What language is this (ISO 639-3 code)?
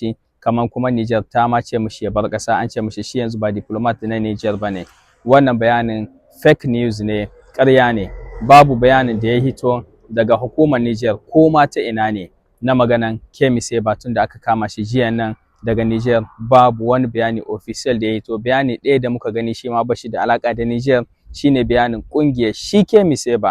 hau